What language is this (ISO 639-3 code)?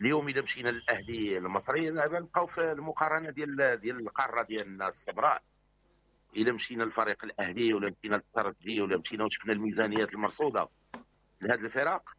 ary